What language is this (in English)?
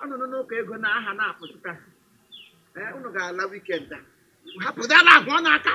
Igbo